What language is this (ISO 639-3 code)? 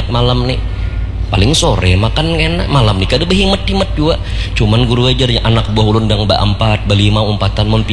bjn